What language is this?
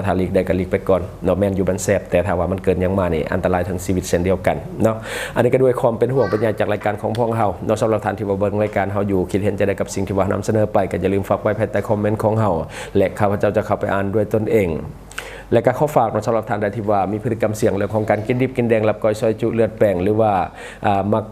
Lao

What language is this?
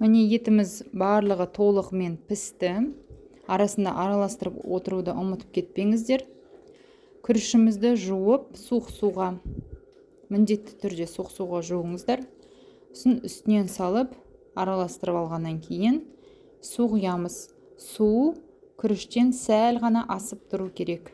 Kazakh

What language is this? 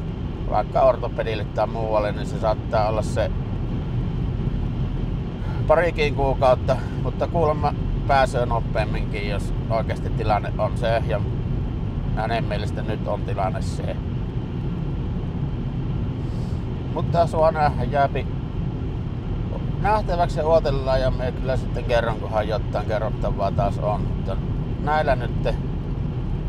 Finnish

